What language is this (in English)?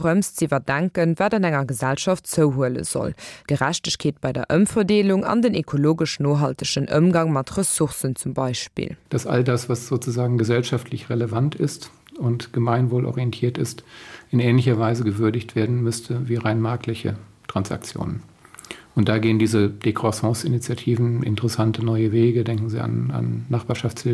Luxembourgish